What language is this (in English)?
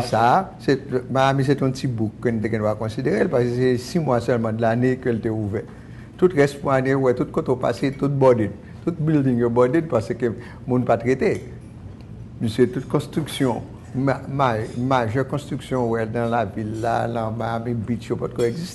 Haitian Creole